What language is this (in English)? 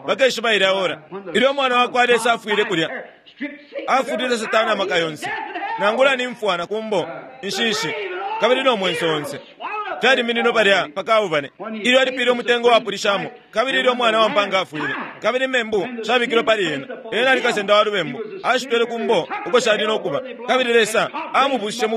Bemba